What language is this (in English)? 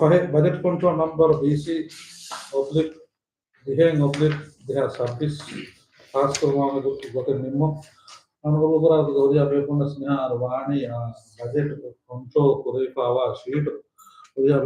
Divehi